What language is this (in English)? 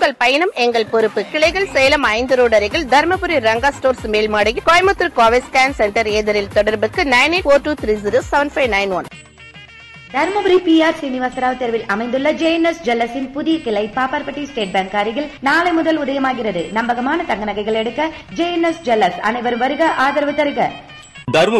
Tamil